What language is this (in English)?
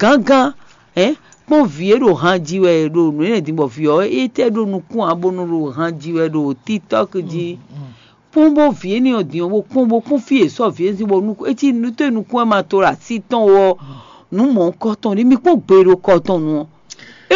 Fon